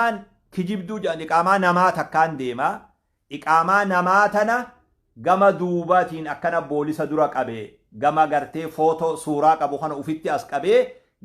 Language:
Oromo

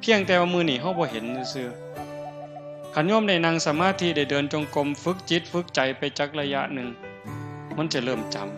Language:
Northeastern Thai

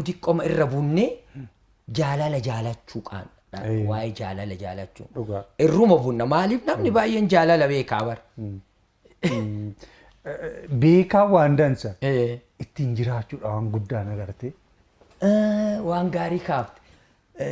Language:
Oromo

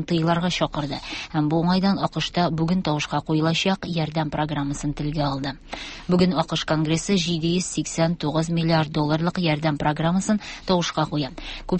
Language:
Tatar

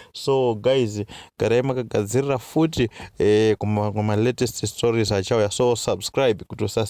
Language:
Shona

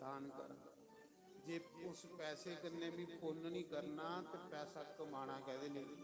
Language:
Dogri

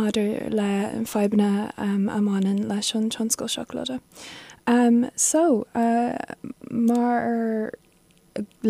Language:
Irish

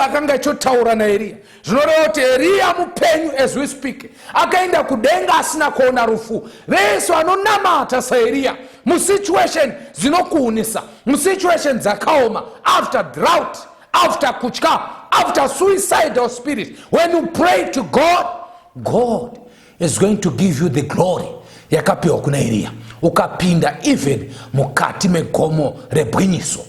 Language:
Shona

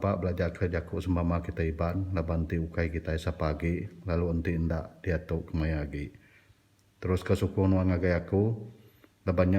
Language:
Iban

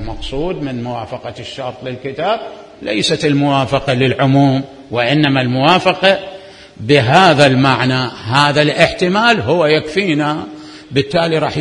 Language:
Mesopotamian Arabic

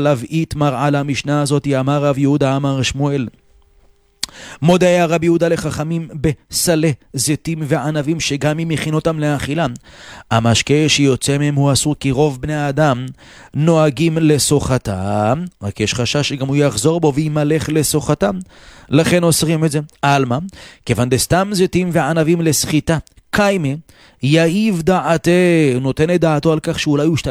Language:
Hebrew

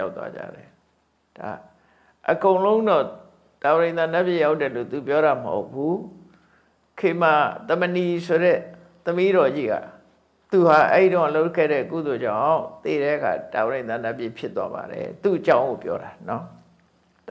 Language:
Burmese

